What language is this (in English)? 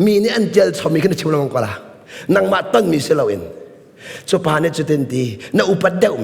Hakha Chin